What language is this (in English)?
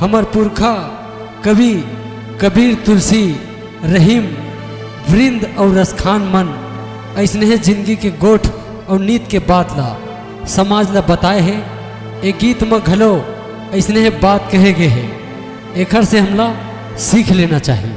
Chhattisgarhi